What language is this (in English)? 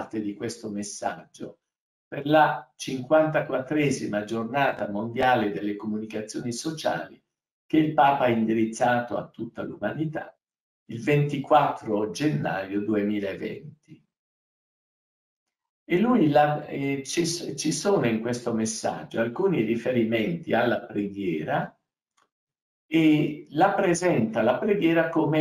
Italian